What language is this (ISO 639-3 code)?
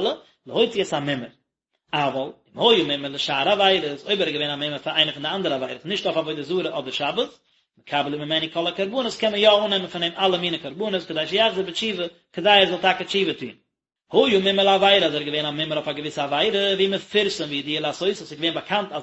yid